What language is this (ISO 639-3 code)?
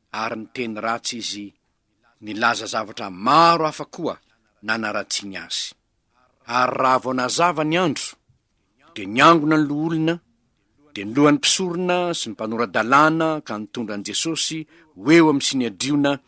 mlg